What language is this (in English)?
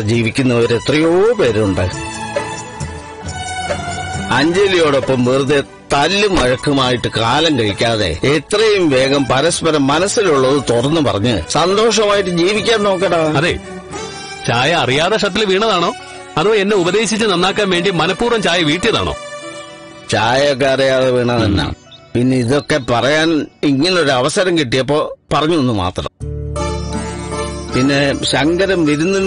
Malayalam